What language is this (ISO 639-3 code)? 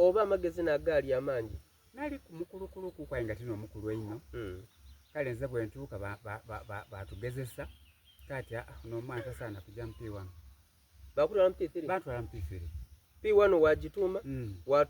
xog